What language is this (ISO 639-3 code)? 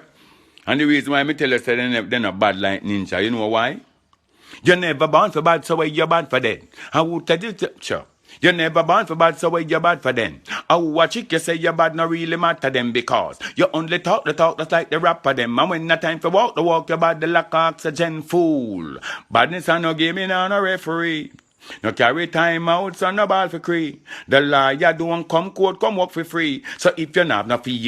jam